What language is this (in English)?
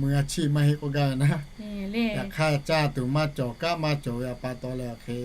Lahu